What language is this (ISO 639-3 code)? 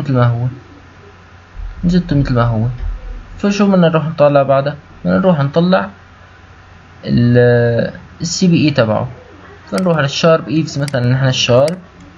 apc